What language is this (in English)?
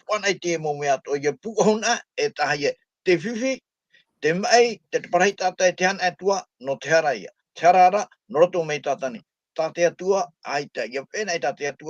Tahitian